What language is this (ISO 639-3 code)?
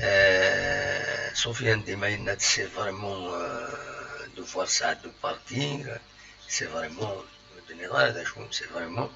kab